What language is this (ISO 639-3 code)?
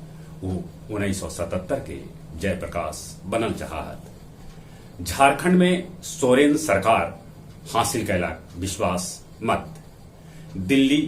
mag